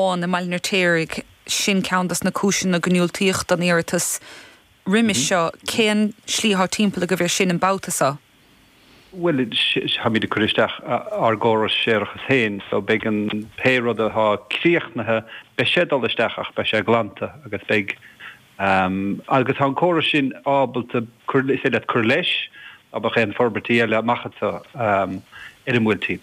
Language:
Irish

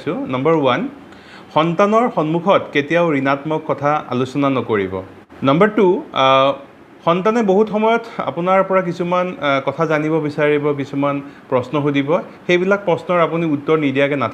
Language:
Assamese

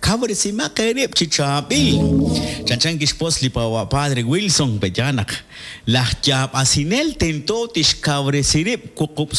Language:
Kekchí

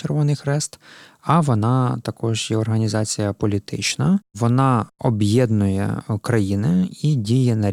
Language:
Ukrainian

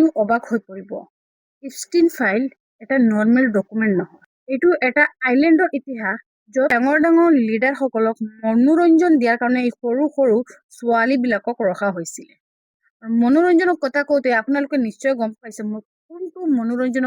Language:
Assamese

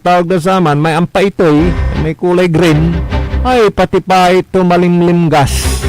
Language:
Pangasinan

